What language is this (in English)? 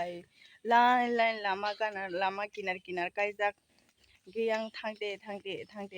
Kok Borok